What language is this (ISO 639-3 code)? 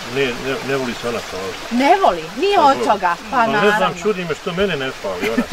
bos